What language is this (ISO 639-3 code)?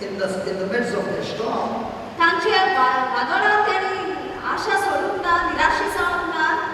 kok